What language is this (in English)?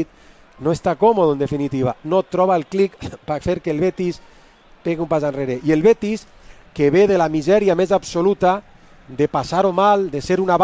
Catalan